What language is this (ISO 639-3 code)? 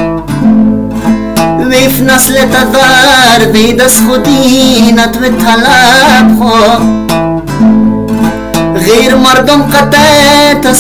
fas